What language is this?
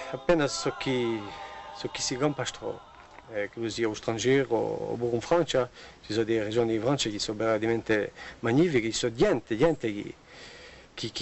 Corsican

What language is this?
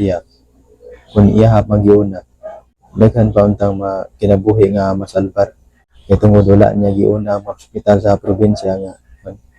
Cebuano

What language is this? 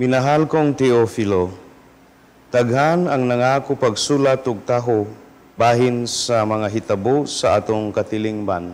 Cebuano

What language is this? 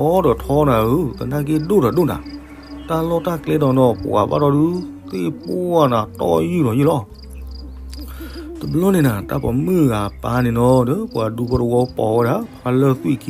S'gaw Karen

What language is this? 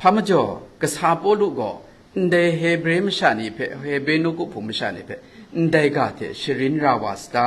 Kachin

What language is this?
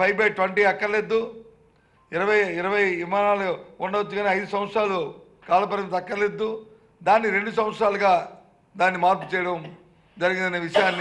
Telugu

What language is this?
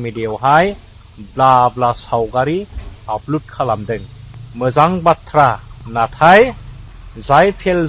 Bodo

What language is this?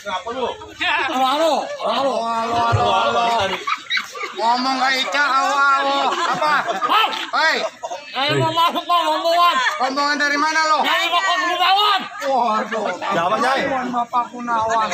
Betawi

